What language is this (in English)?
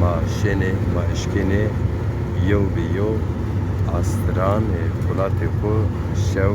Zaza